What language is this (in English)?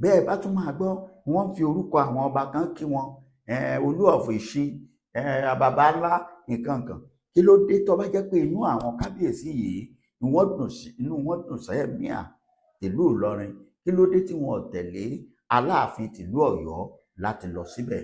Yoruba